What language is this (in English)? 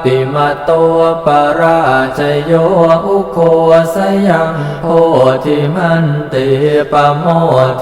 Pali